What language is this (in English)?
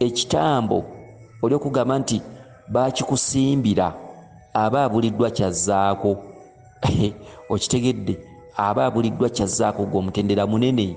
Ganda